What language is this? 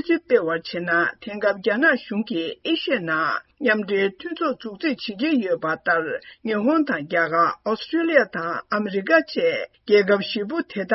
Tibetan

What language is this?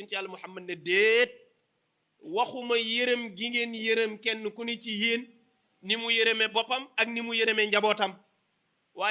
Wolof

